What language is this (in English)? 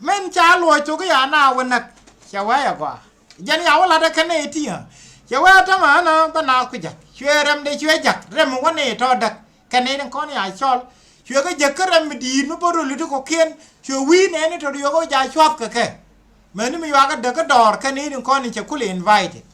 Nuer